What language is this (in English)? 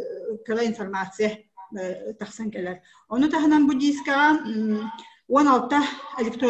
Yakut